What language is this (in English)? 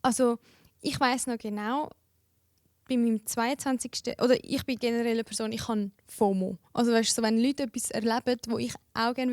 Swiss German